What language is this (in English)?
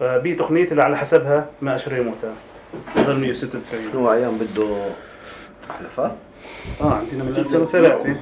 North Levantine Arabic